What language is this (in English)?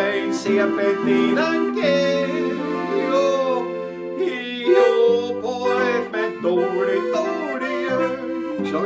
Bavarian